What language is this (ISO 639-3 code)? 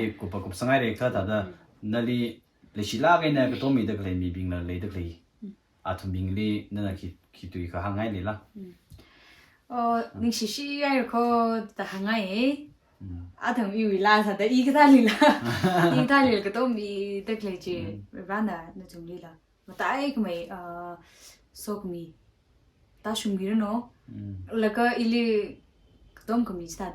nmf